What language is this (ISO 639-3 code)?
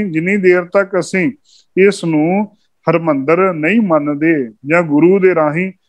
pan